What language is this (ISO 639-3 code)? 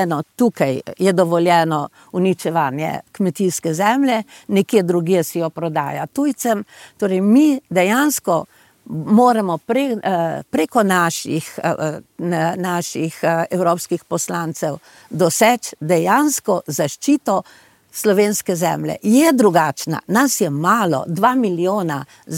slv